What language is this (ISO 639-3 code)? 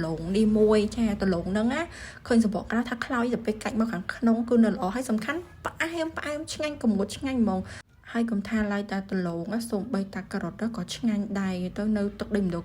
khm